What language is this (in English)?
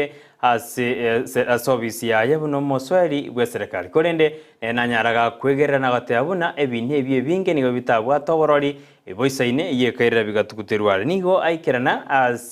Gusii